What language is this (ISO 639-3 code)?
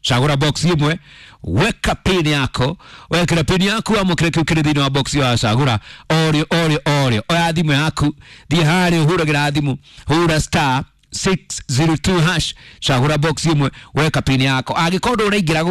kik